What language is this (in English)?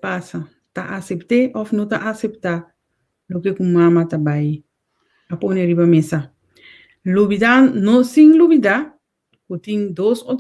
Papiamento